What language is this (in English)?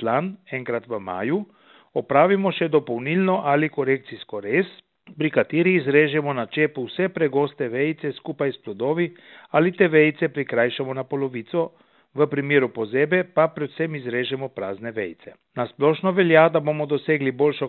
Slovenian